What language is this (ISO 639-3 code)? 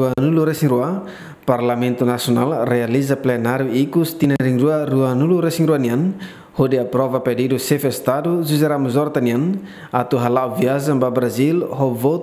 tet